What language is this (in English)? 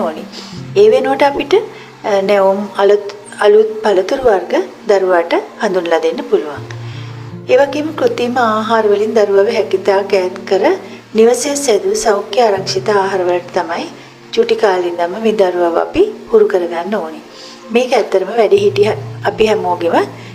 Sinhala